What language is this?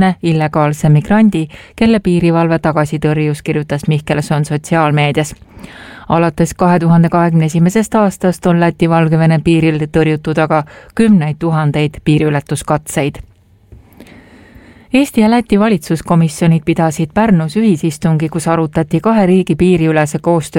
Estonian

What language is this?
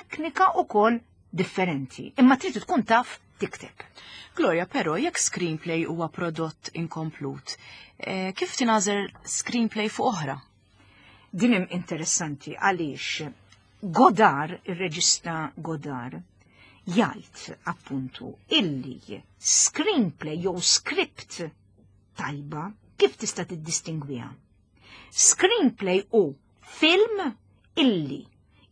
Maltese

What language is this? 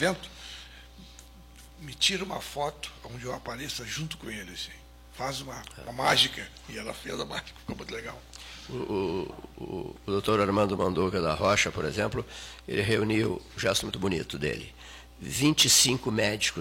Portuguese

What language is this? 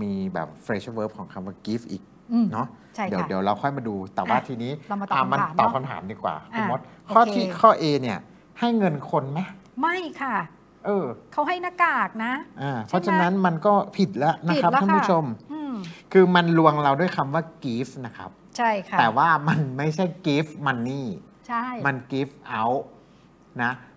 Thai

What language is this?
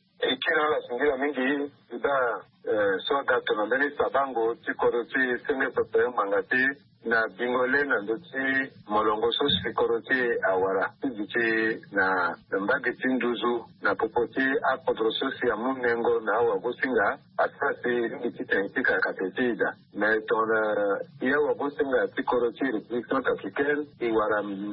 Sango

